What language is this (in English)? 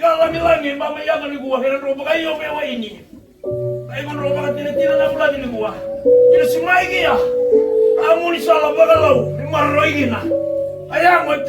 Fijian